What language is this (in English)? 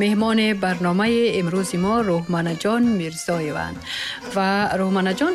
Persian